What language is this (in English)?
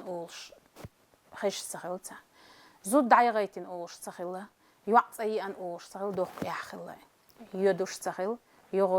Chechen